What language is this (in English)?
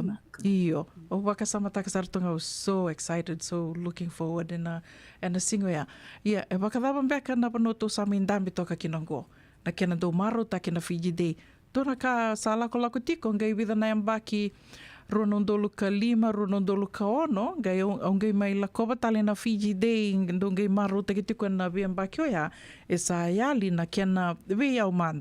Fijian